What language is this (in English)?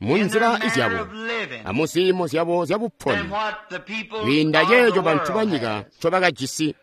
Tonga (Zambia)